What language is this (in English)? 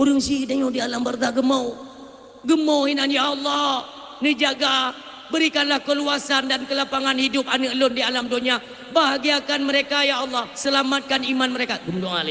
Achinese